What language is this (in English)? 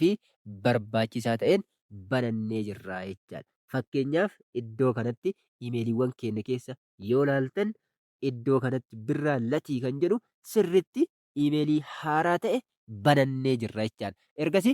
Oromo